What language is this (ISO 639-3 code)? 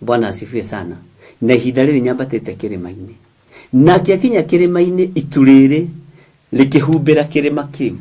kik